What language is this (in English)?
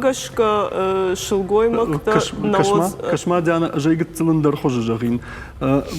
Ossetic